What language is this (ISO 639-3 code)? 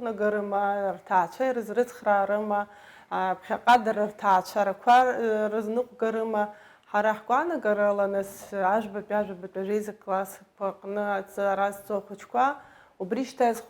abk